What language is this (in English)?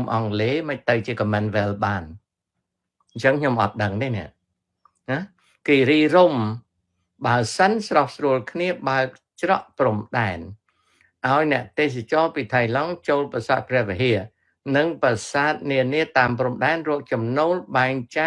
Khmer